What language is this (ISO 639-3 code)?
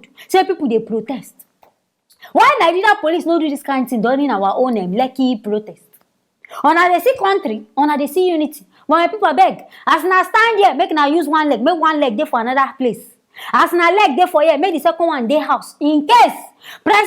pcm